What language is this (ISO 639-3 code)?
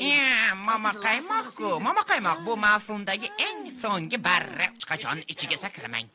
uzb